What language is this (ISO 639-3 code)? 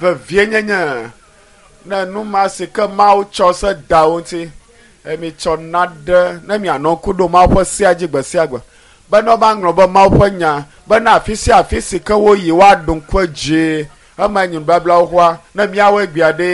ewe